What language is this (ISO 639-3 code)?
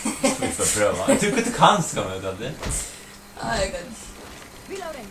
fao